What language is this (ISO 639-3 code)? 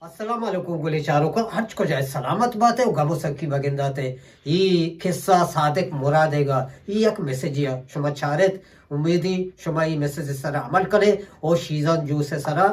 bgp